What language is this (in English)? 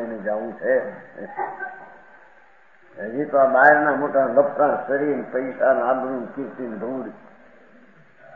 Gujarati